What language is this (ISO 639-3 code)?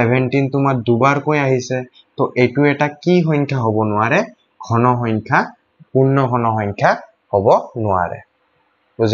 asm